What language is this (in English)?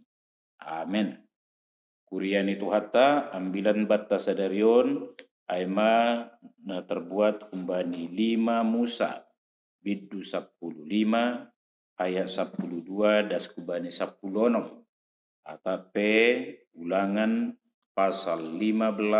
Batak Simalungun